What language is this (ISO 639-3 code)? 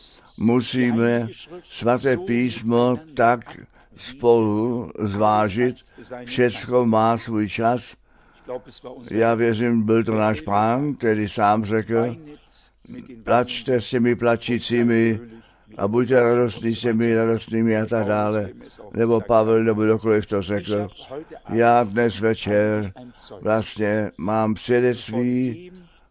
ces